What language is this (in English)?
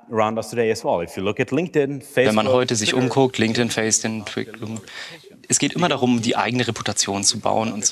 German